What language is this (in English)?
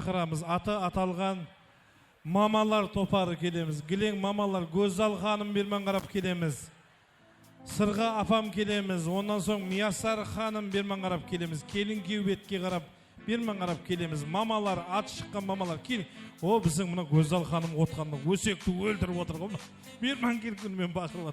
Kara-Kalpak